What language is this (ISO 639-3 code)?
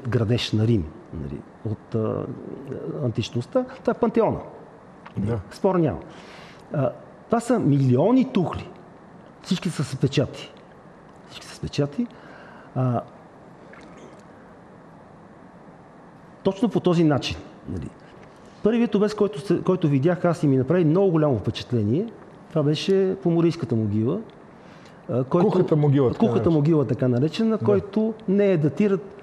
bul